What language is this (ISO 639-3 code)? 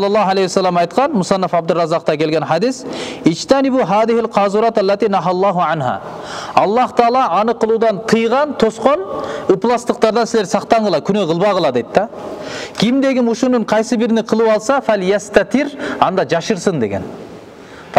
kir